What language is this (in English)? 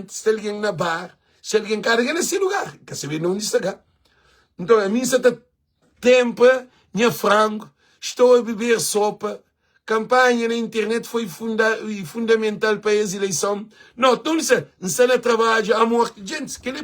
Kabuverdianu